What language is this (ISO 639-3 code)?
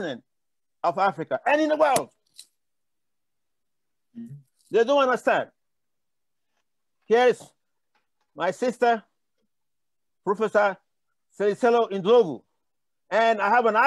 eng